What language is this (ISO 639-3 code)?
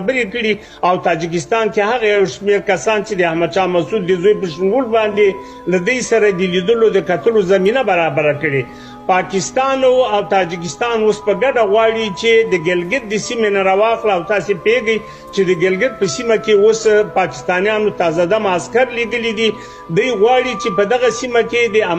pus